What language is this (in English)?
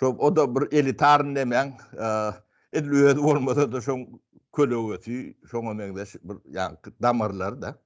Turkmen